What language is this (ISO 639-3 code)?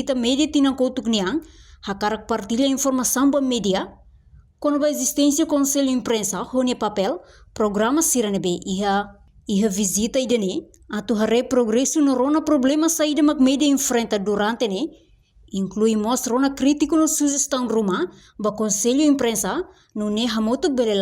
tet